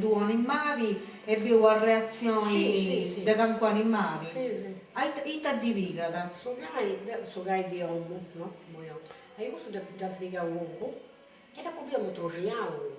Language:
Sardinian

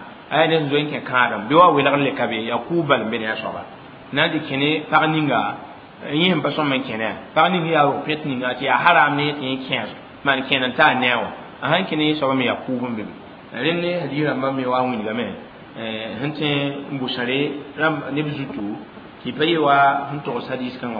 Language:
Mossi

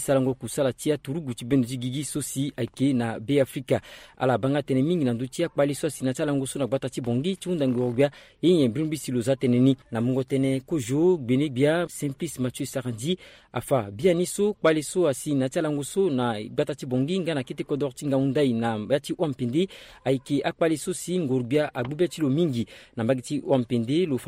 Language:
Sango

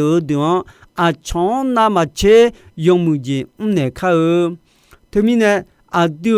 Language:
Akha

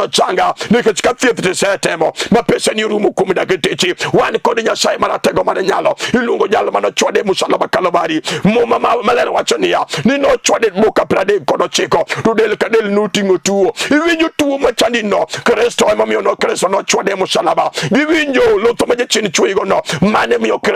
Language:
Luo (Kenya and Tanzania)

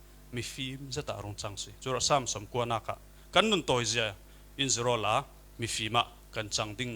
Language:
Falam Chin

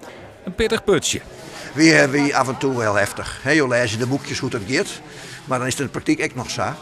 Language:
Western Frisian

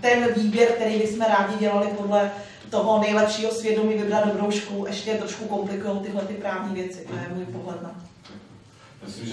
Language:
Czech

